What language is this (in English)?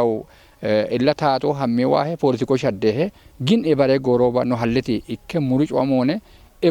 Kafa